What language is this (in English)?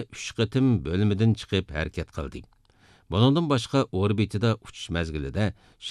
Uyghur